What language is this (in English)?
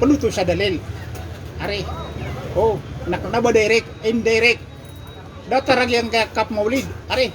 Maranao